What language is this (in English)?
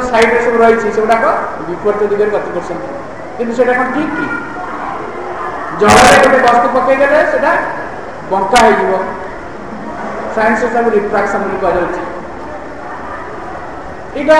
Odia